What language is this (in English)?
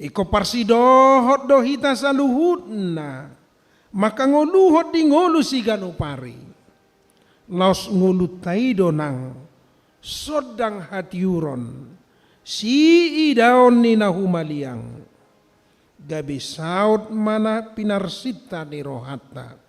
Batak Toba